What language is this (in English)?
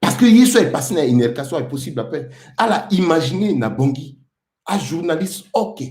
Sango